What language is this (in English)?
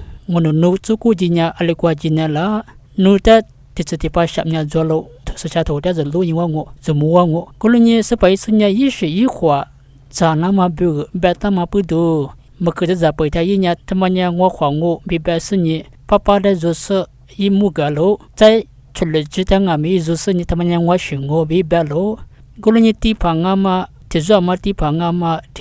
Lisu